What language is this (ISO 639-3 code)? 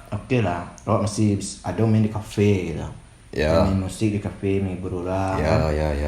min